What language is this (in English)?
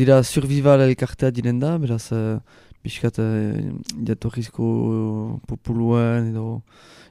Basque